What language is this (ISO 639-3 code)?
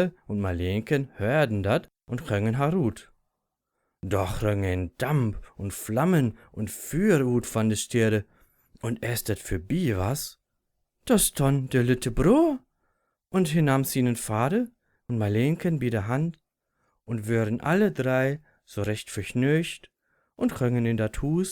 nds